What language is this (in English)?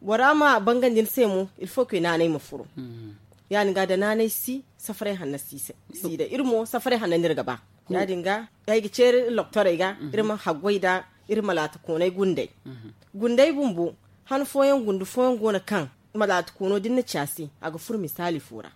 Zarma